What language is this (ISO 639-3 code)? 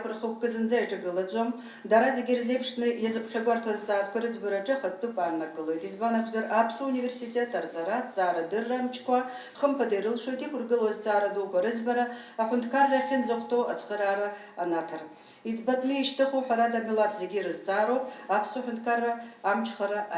abk